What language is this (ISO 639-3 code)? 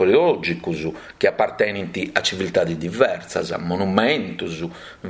srd